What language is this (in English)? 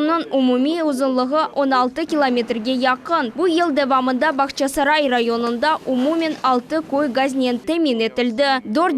Crimean Tatar